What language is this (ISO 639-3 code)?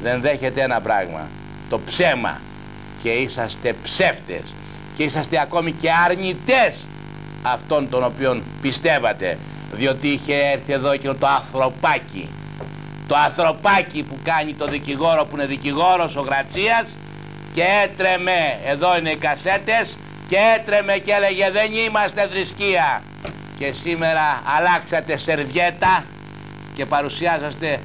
ell